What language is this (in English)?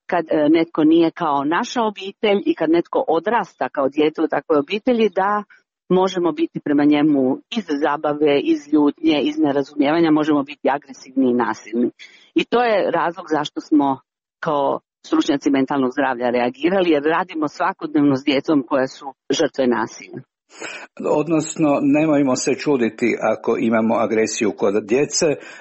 Croatian